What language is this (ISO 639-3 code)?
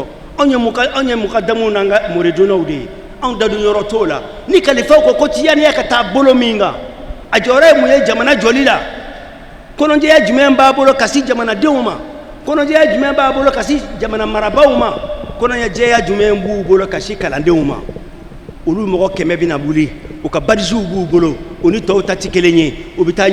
bam